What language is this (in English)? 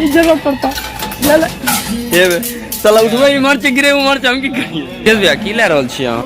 Maithili